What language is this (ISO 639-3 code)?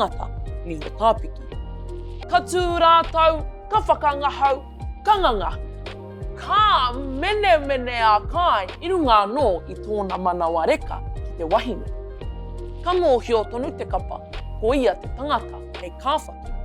mri